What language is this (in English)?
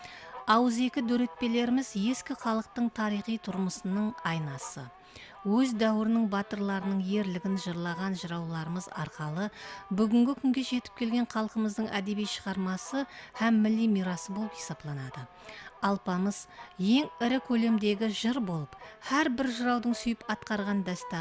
Kara-Kalpak